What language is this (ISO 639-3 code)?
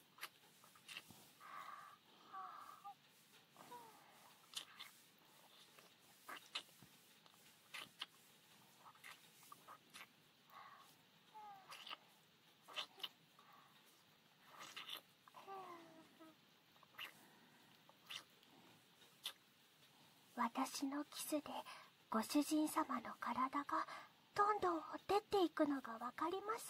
jpn